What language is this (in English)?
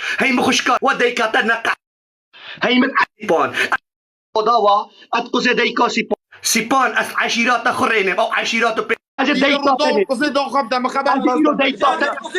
Kurdish